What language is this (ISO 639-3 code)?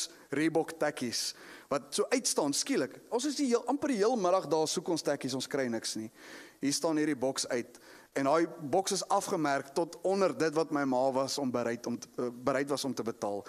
afr